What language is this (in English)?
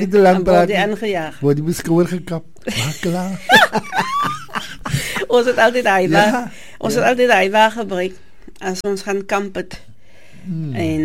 Afrikaans